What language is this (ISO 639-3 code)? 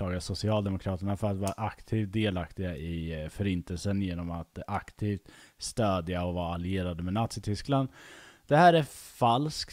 swe